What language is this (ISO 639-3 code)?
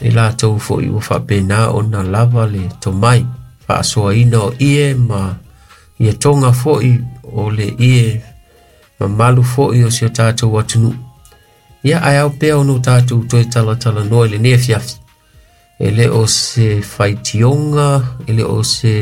smo